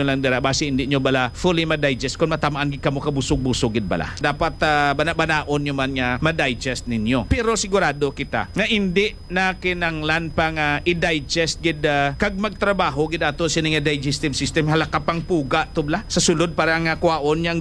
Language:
Hiligaynon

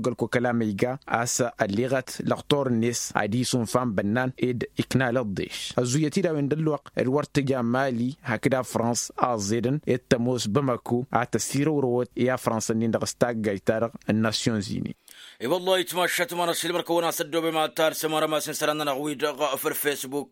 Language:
Tamasheq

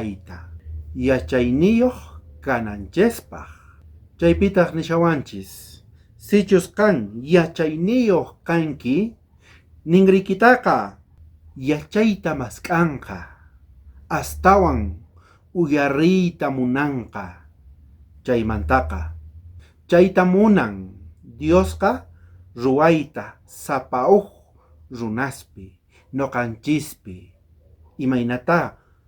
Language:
South Bolivian Quechua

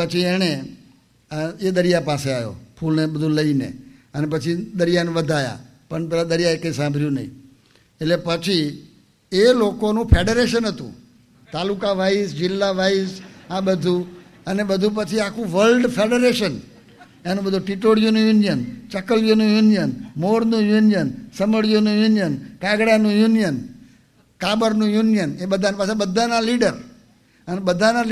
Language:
Gujarati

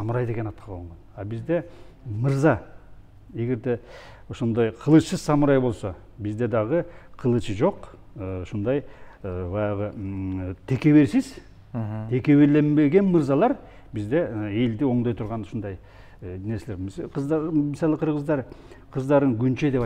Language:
Kyrgyz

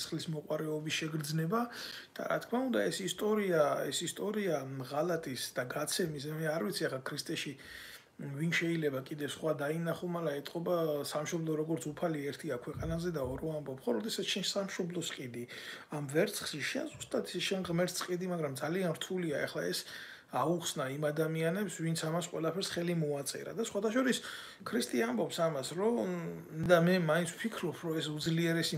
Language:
Georgian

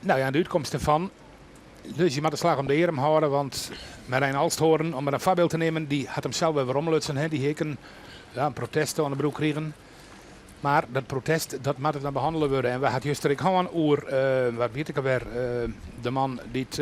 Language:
Western Frisian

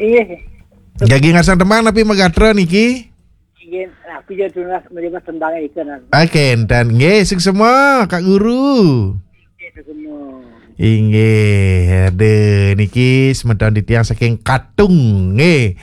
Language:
Balinese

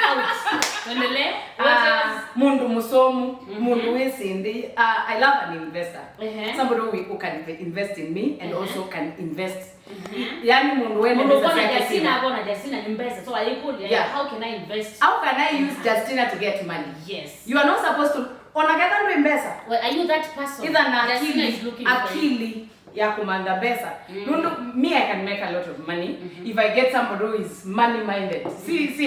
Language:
Kamba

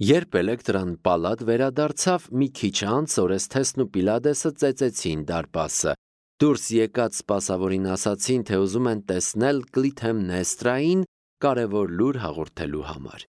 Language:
Armenian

